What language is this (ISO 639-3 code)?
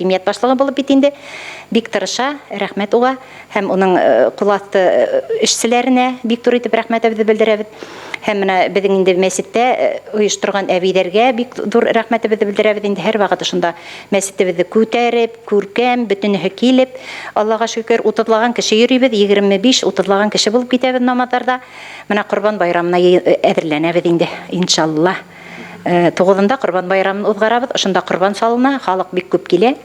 bak